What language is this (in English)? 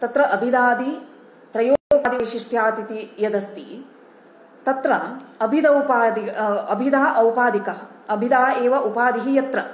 Sanskrit